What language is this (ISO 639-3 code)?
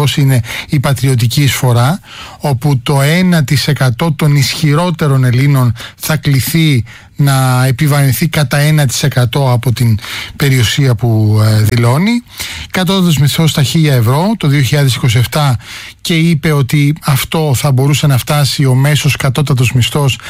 ell